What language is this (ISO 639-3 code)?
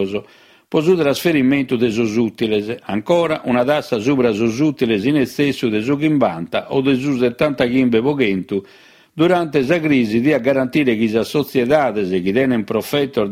srd